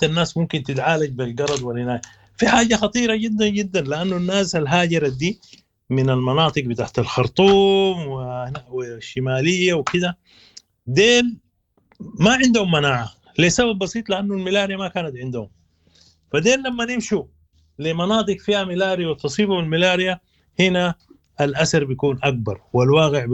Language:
Sudanese Arabic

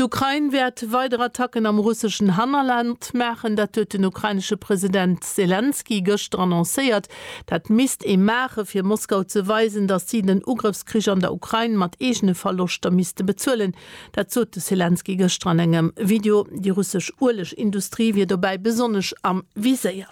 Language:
Luxembourgish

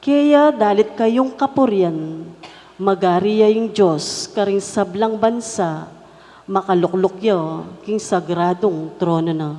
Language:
Pampanga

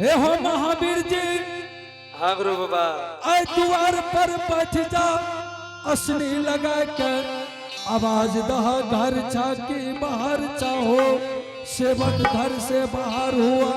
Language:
Angika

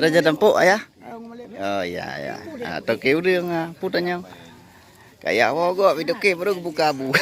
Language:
Achinese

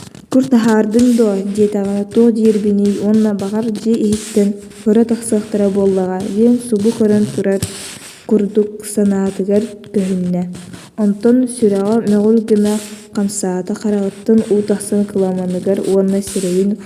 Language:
Yakut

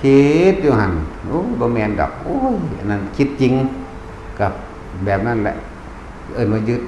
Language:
Northeastern Thai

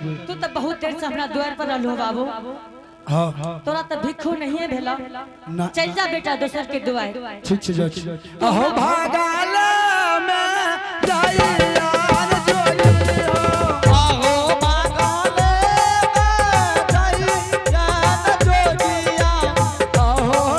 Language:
Angika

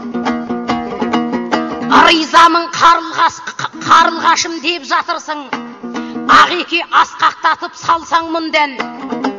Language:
Kazakh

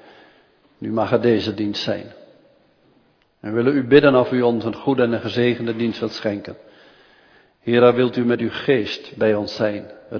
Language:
Dutch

